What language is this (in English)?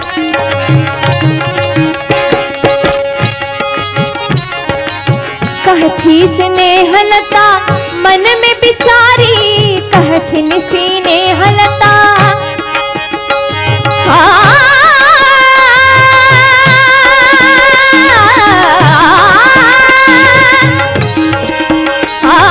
Bhojpuri